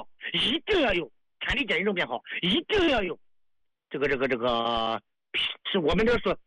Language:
Chinese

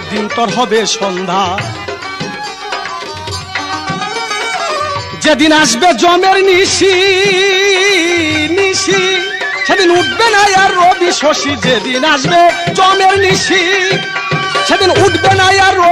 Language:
Bangla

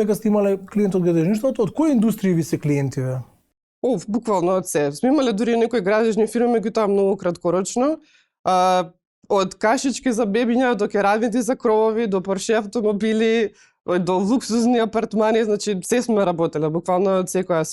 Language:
Macedonian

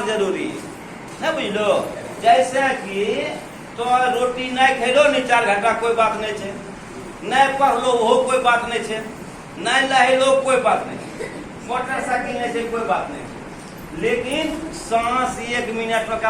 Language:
Angika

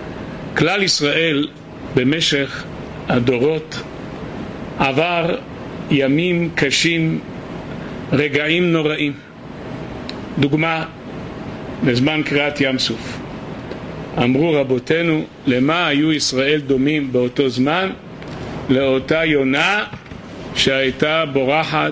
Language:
Hebrew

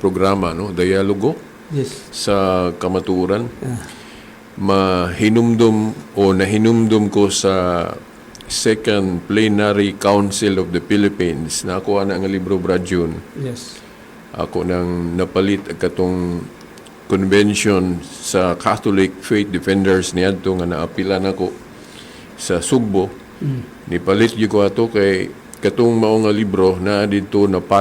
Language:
Cebuano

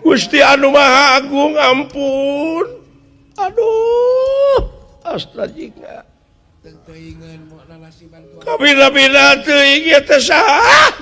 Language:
Sundanese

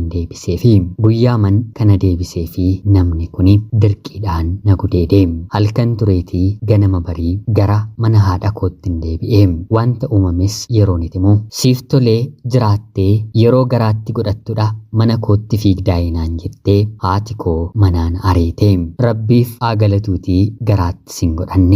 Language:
Oromo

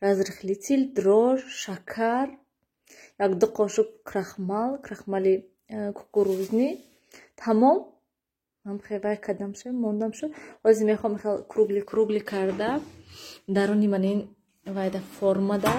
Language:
Tajik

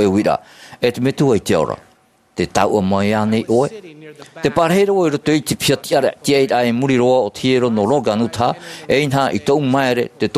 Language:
Tahitian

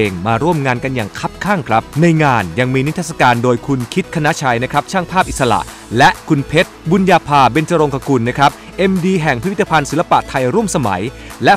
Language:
Thai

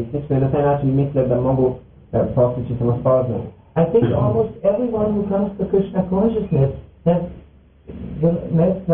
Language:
Croatian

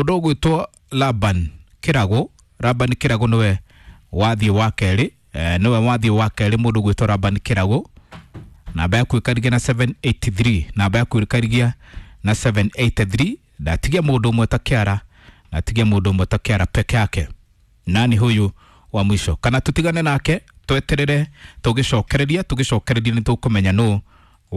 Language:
Kikuyu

